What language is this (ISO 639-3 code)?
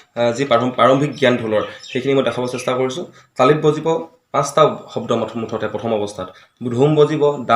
asm